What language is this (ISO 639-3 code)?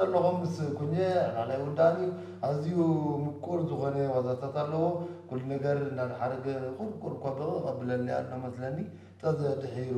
tir